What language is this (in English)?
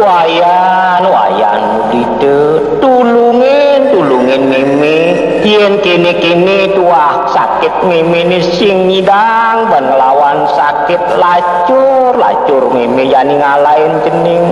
Balinese